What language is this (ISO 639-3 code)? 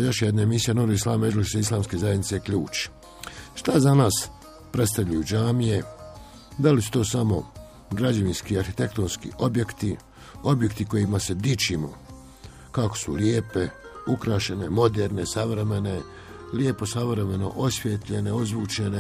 bos